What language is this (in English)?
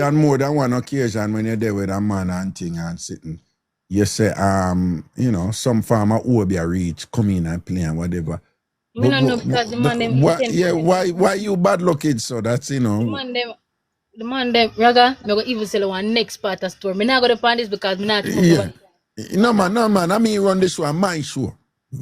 Jamaican Creole English